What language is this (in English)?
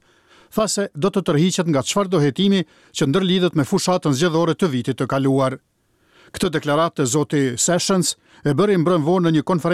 Albanian